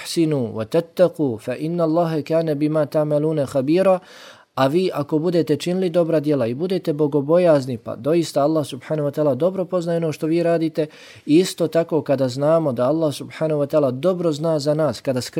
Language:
Bosnian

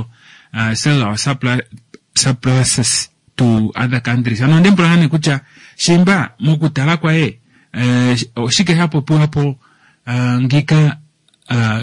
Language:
Kuanyama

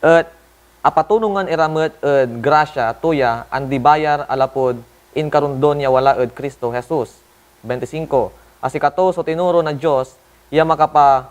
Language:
Pangasinan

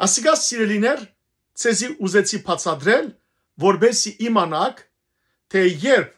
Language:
Western Armenian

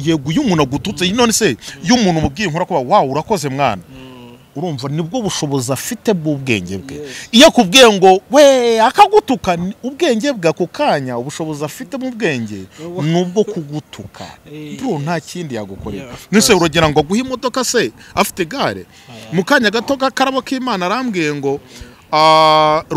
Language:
Kinyarwanda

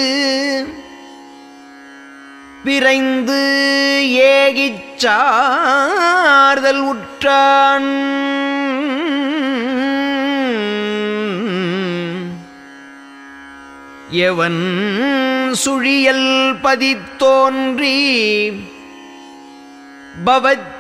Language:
Tamil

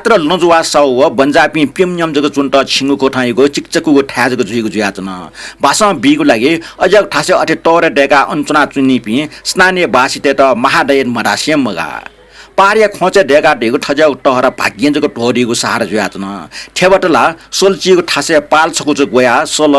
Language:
Newari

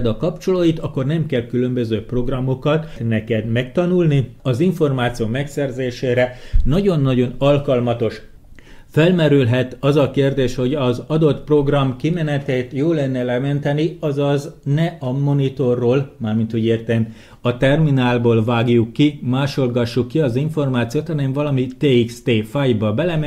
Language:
Hungarian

